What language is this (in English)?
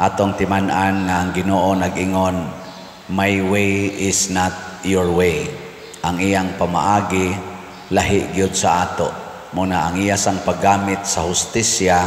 Cebuano